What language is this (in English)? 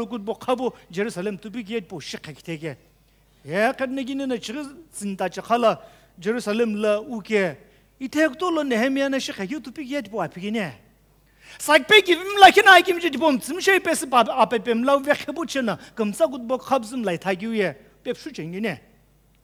Sumi Naga